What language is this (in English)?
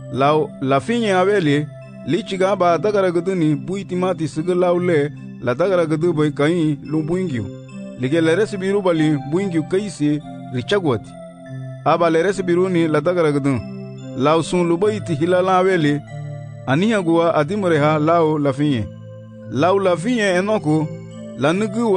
Garifuna